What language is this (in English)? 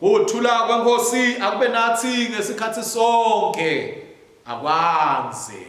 Swati